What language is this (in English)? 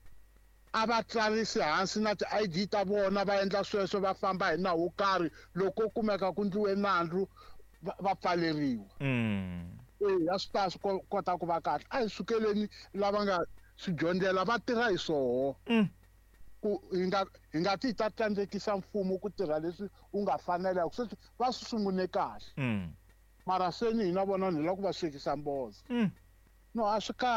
Tsonga